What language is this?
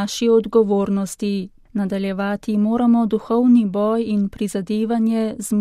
Slovenian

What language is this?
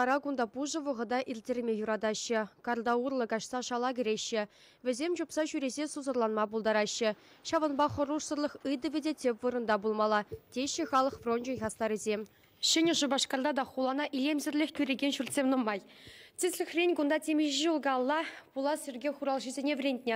Chuvash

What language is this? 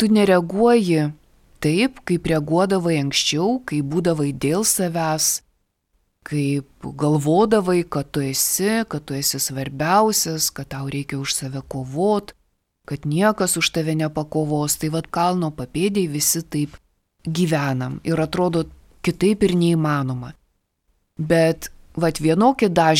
Lithuanian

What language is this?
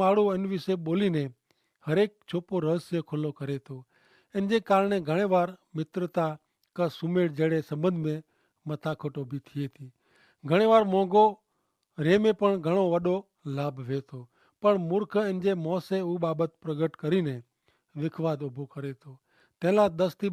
Kachhi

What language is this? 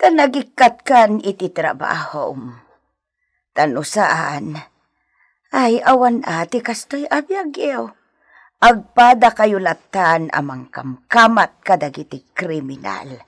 Iloko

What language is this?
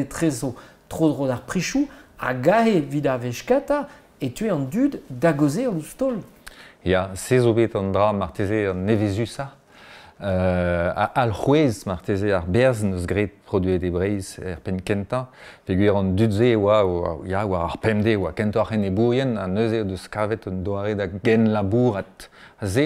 Breton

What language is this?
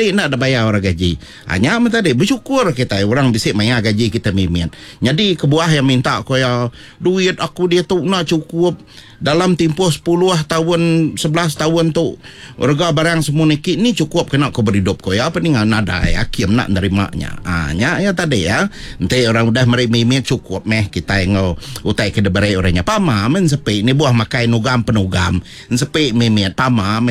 Iban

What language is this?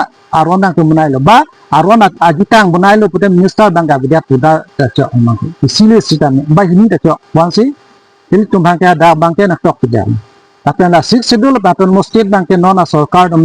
Karbi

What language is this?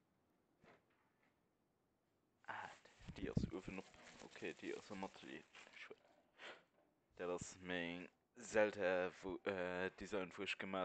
German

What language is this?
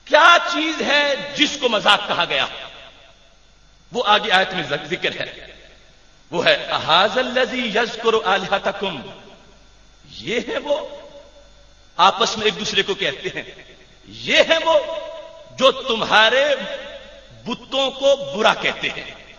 Urdu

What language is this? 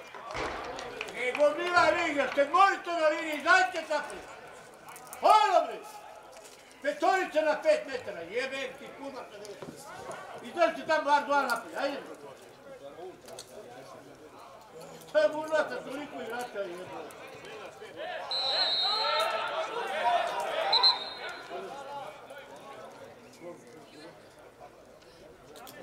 Serbian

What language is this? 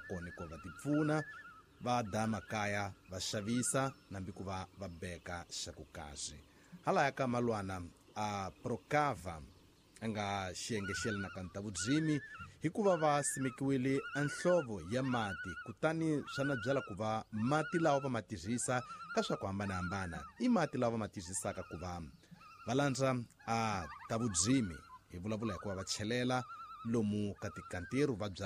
Tsonga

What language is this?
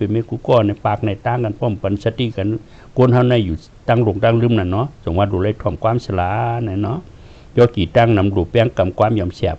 Shan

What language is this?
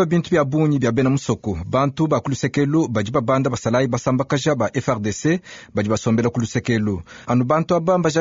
Luba-Lulua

